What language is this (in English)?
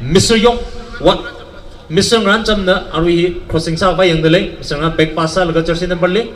Tangkhul Naga (India)